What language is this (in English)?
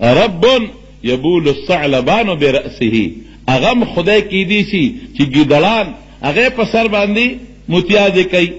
Pashto